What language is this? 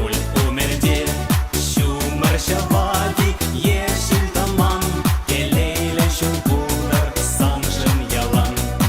Chuvash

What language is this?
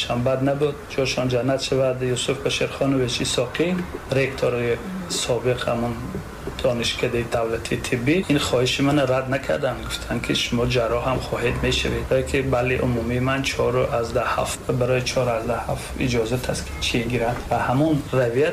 Tajik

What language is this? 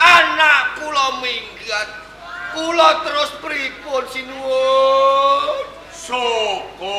Javanese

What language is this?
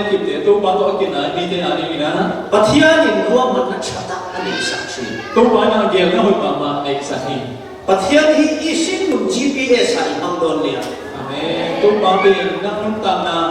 Falam Chin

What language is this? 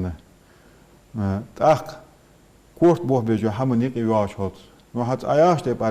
Ingush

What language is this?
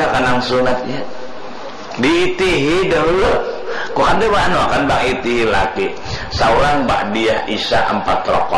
Banjar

